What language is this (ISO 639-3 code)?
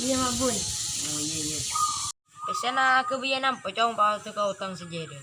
mad